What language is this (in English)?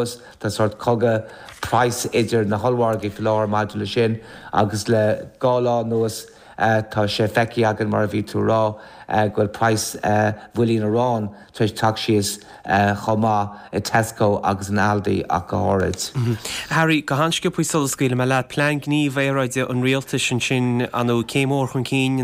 Irish